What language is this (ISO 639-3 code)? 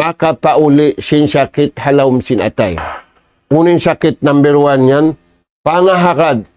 tsg